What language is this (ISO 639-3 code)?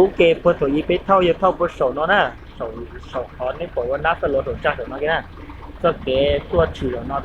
hmn